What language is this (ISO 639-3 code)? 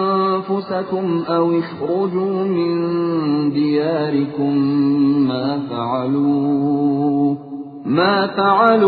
ind